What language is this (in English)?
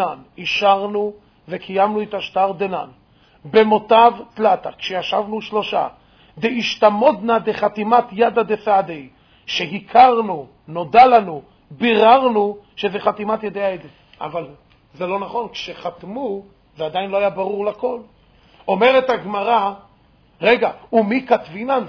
Hebrew